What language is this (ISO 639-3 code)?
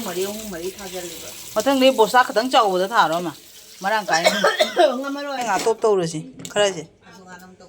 mni